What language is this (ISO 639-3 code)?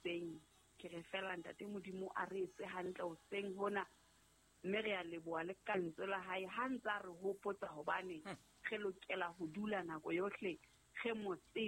sot